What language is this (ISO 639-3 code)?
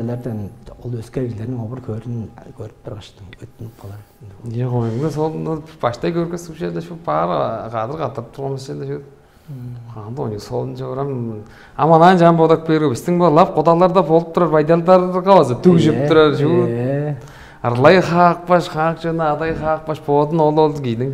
tyv